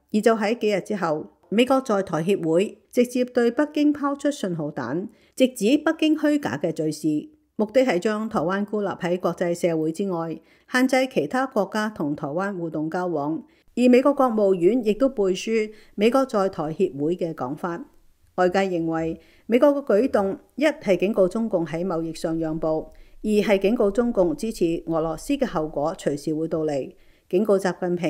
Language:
Cantonese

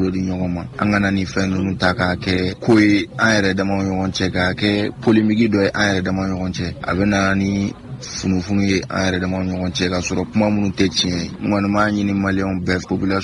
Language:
Bambara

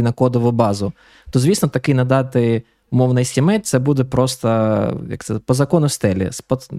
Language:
Ukrainian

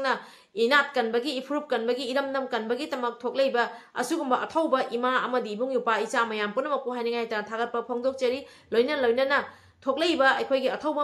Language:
Manipuri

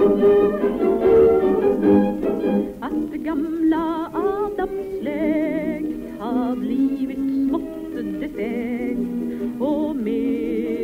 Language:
Swedish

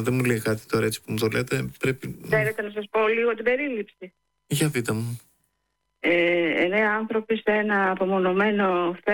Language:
Greek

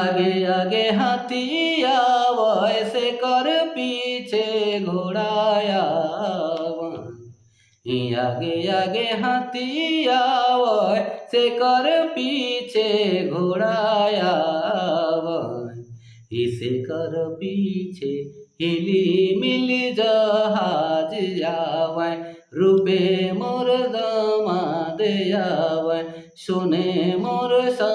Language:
Sadri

